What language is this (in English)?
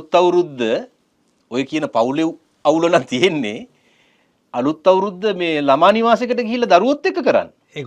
Sinhala